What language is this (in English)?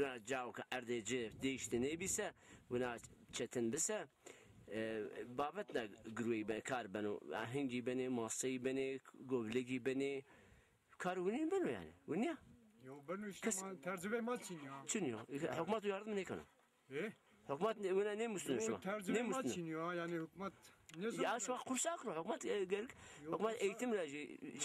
Zaza